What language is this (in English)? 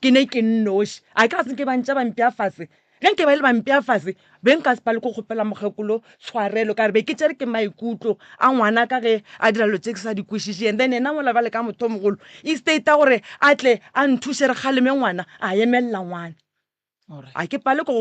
Northern Sotho